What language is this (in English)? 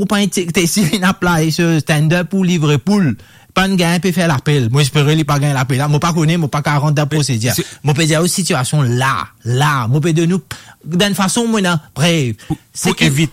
Morisyen